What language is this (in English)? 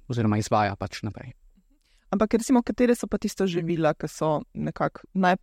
Slovenian